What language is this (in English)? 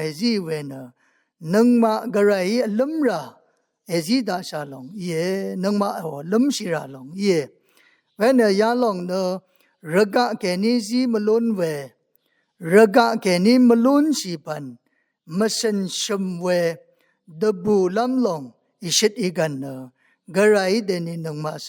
Rawang